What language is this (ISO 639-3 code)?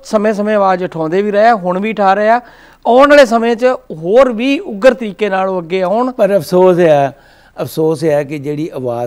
pan